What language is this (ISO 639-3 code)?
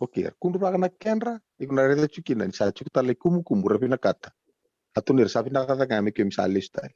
fij